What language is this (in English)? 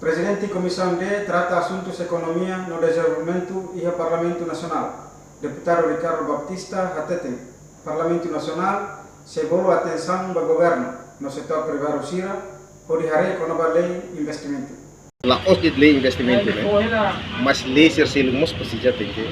Tetum